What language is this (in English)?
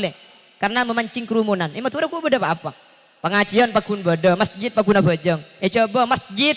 Madurese